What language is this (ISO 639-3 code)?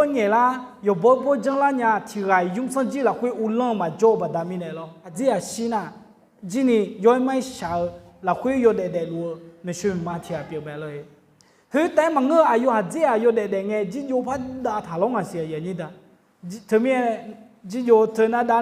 ahk